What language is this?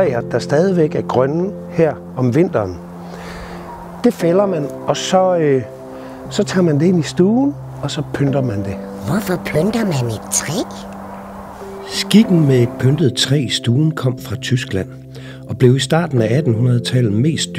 Danish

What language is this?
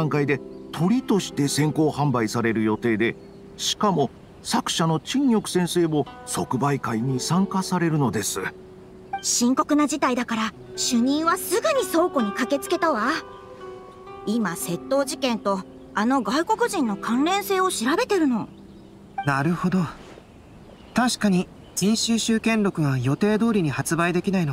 Japanese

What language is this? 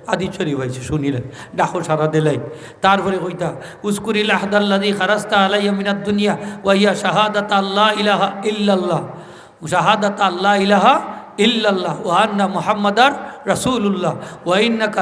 Sylheti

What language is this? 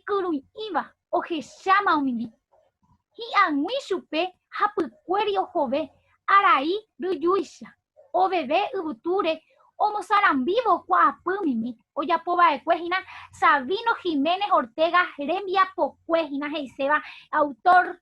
Guarani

